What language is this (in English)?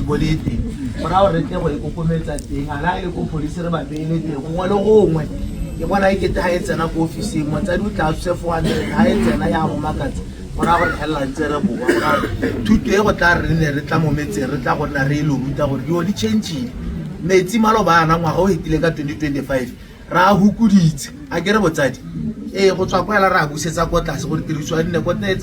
Tswana